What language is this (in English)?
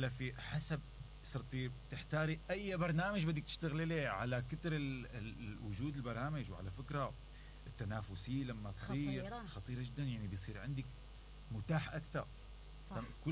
Mesopotamian Arabic